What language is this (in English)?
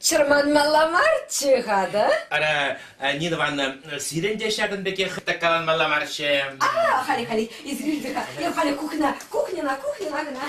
Chuvash